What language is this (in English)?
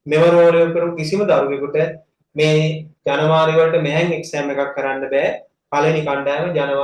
Sinhala